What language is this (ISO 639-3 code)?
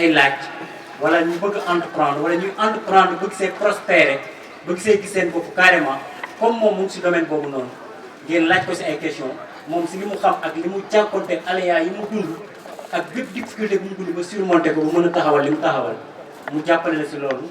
wol